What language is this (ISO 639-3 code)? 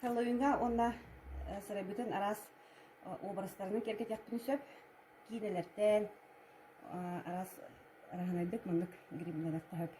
sah